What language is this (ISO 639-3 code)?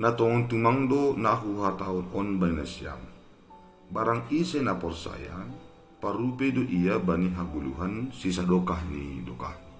bts